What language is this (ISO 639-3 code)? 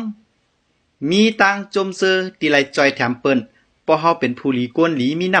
shn